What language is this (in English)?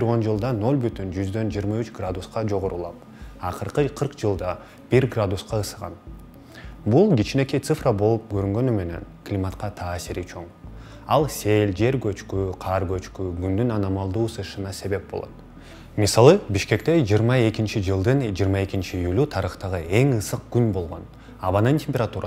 Kyrgyz